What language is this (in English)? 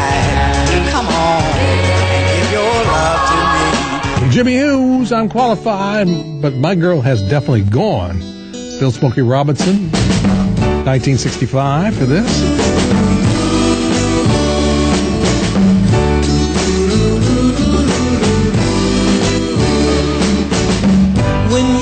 English